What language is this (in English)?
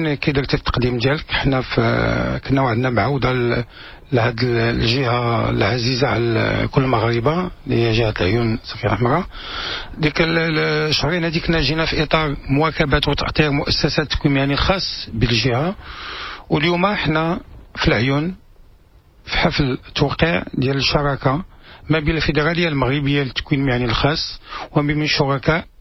Moroccan Arabic